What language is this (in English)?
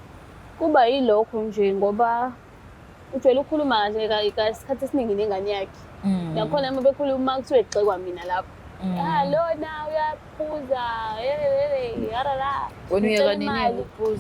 Zulu